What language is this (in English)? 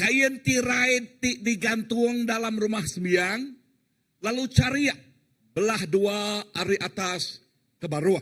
Iban